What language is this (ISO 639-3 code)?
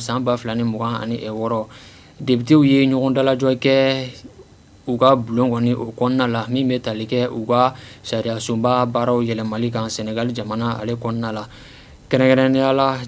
bam